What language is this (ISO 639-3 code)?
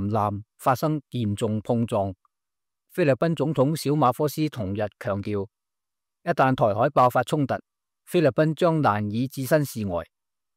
yue